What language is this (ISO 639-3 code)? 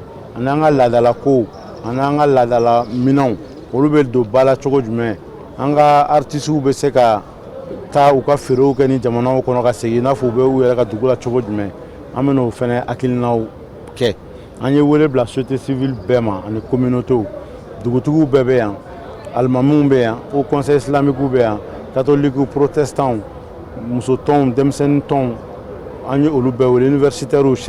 bam